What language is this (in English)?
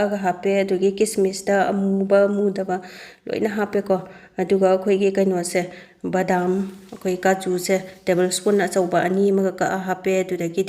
Manipuri